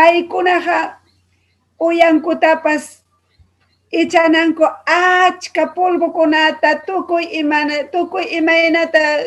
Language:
Ayacucho Quechua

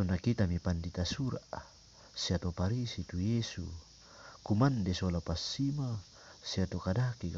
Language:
Toraja-Sa'dan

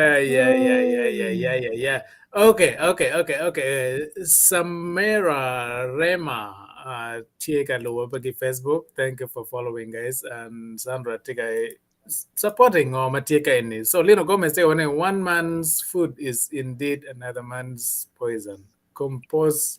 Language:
Acoli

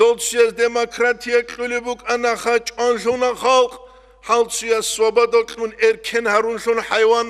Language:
Avaric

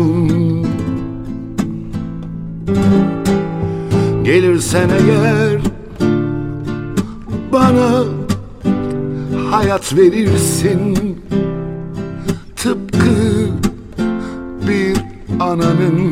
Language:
Turkish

